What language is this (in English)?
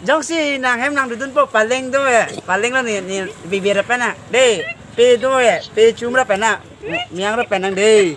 Karbi